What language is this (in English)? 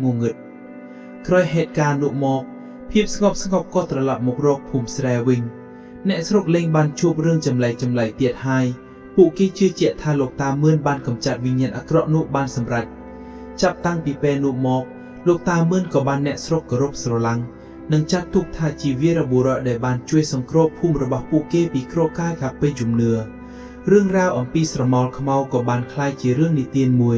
Khmer